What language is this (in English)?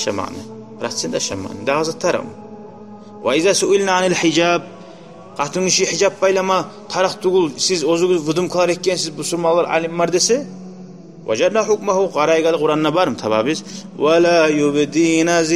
Kumyk